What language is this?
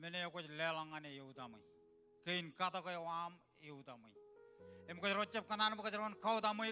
Marshallese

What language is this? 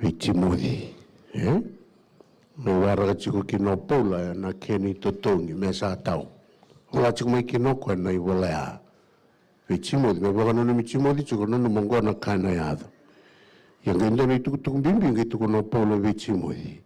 Fijian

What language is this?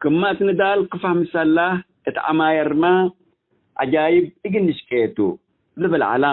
Tigre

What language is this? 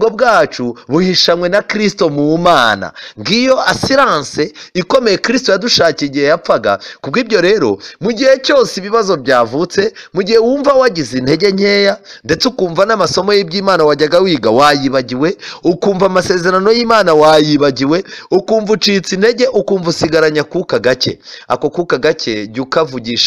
Kinyarwanda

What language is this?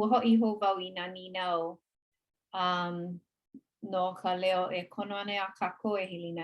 Hawaiian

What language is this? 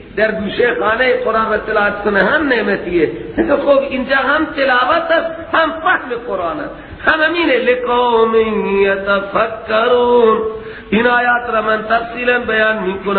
Persian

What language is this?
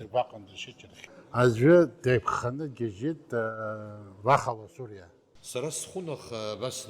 Abkhazian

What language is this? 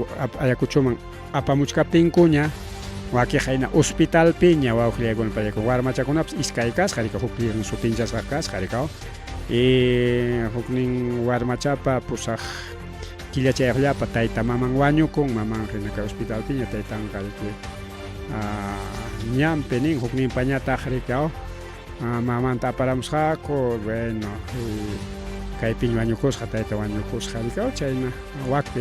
Ayacucho Quechua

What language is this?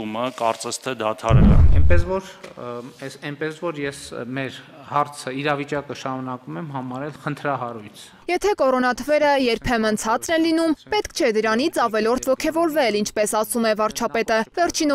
Armenian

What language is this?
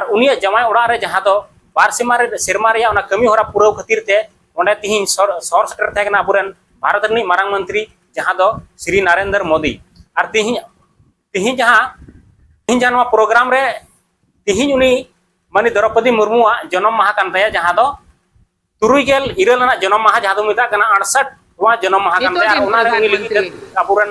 Santali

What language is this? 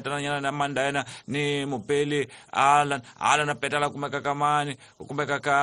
Tsonga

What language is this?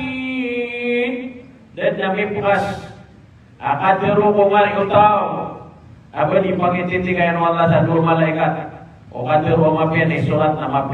Maranao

